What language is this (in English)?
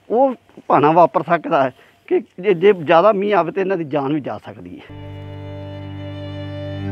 Punjabi